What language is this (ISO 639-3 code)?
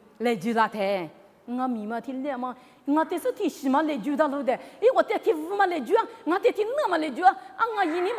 lis